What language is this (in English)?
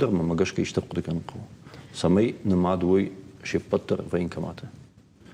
Ossetic